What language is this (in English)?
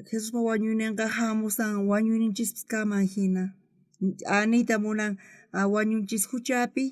South Bolivian Quechua